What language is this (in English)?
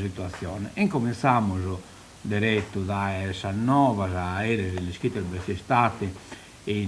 Sardinian